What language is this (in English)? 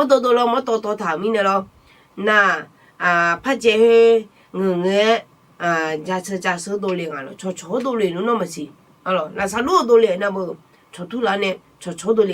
Akha